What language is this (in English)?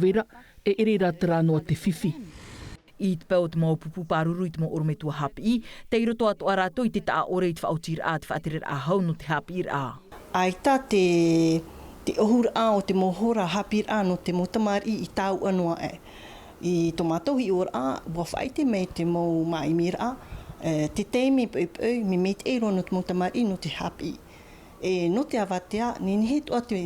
Tahitian